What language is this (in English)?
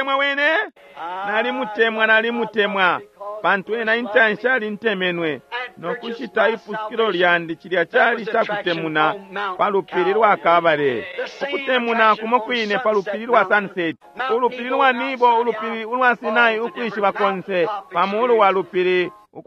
Bemba